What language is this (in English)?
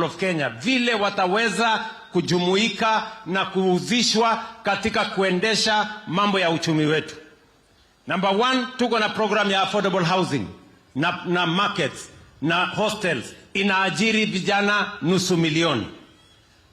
Swahili